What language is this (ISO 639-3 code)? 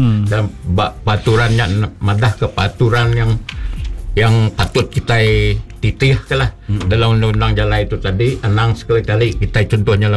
iba